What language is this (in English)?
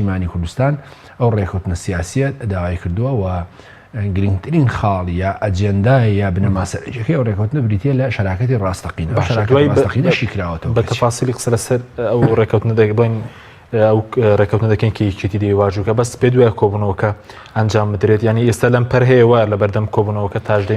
Central Kurdish